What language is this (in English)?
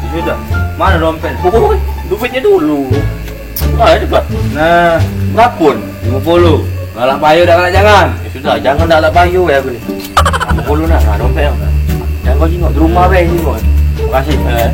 Musi